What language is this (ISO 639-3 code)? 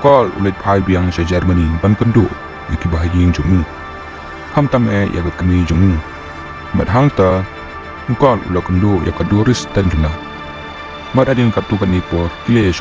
kha